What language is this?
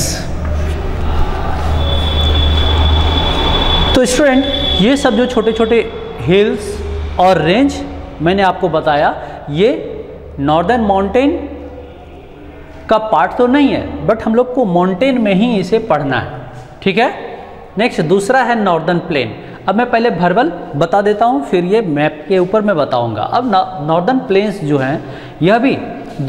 Hindi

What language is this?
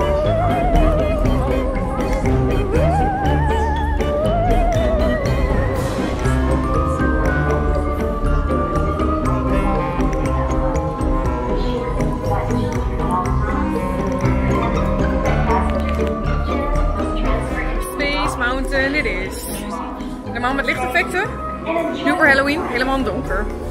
Dutch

